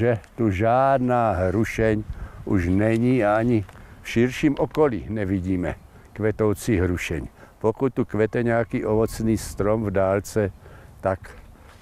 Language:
Czech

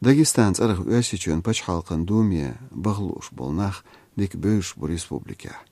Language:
Chechen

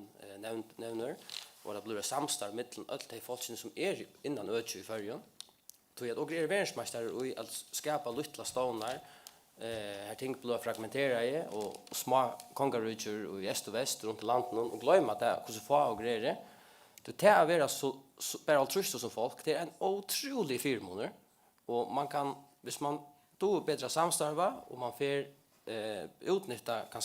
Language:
Faroese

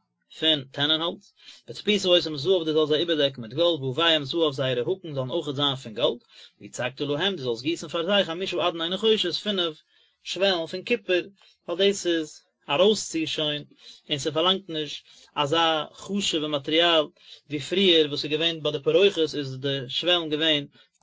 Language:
Yiddish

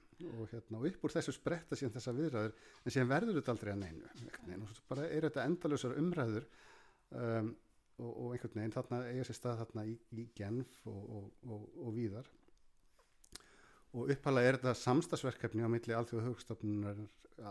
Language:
Icelandic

